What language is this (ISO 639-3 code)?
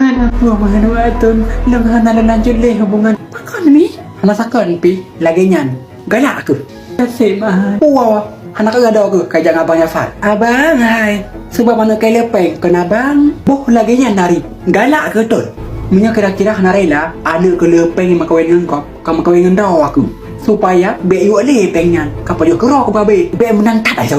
ace